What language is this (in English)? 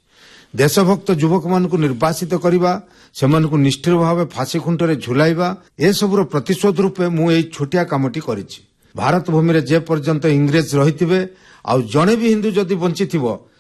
Odia